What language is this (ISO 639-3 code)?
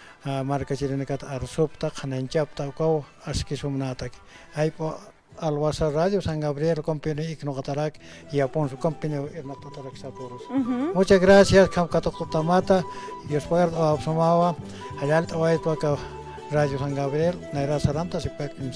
aym